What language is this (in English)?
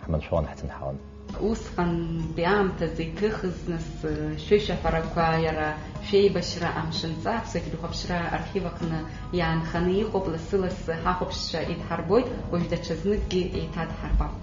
Abkhazian